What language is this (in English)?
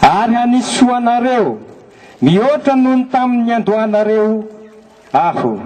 Malagasy